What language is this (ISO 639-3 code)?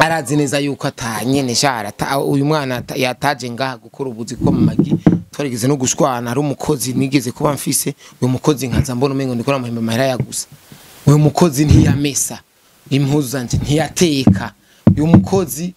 run